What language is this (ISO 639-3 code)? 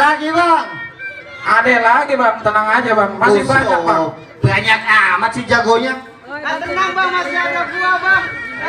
bew